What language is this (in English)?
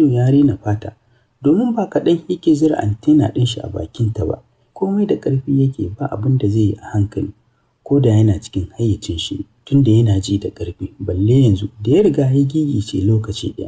Hausa